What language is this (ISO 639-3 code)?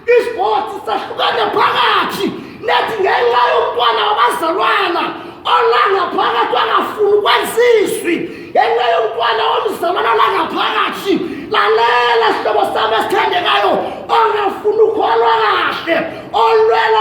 zul